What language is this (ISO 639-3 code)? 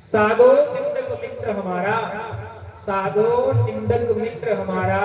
doi